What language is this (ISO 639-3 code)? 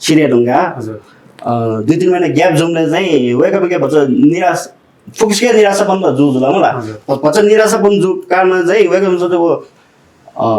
new